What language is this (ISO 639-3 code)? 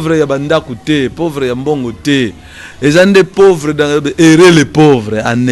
lin